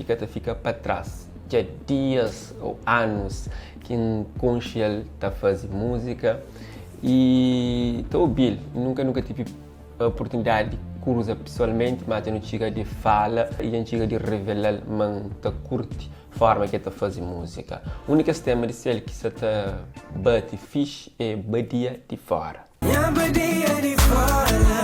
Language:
Kabuverdianu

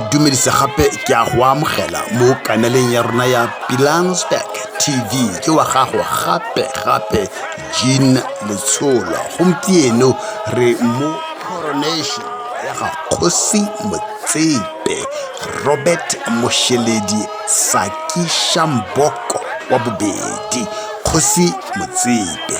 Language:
Tswana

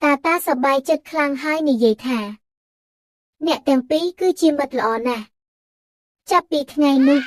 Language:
Khmer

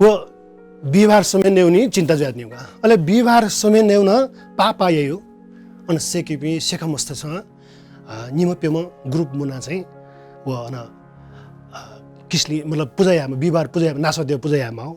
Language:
Newari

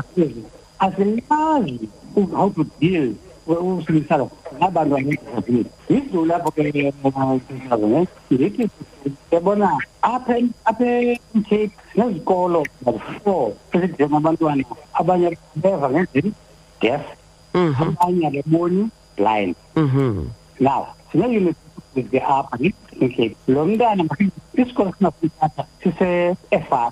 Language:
Xhosa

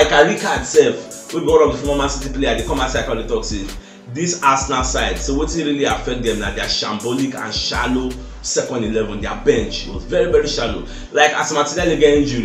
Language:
Nigerian Pidgin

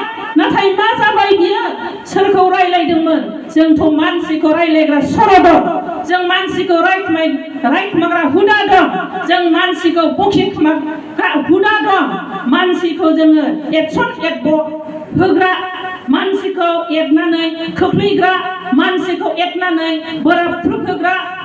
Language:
Bodo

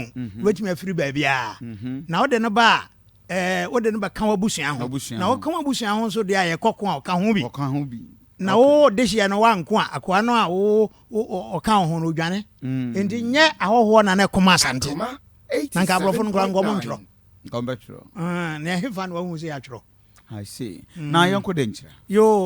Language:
Akan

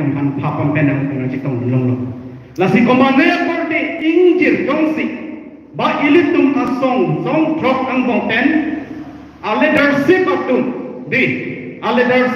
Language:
Karbi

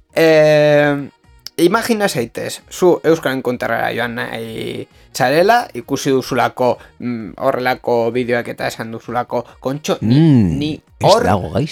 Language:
Basque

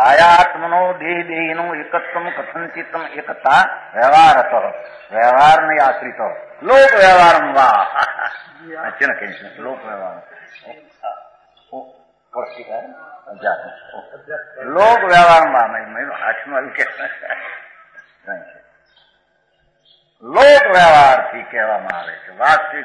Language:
Gujarati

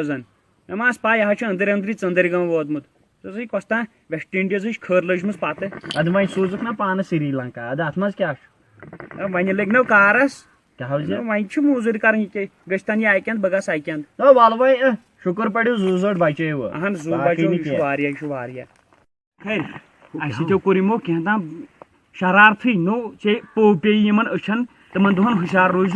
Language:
Kashmiri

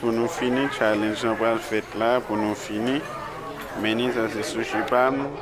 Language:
Haitian Creole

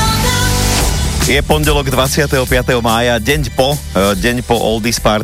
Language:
Slovak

